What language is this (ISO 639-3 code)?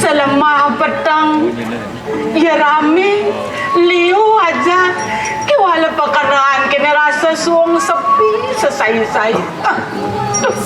ban